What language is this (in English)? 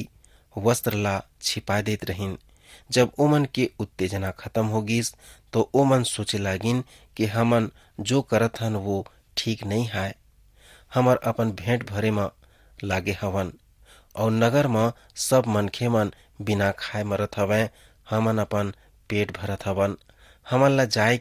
Chhattisgarhi